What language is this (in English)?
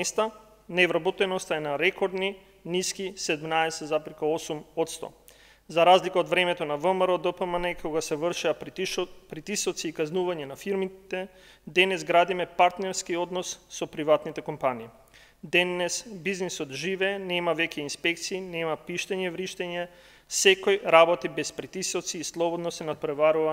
Macedonian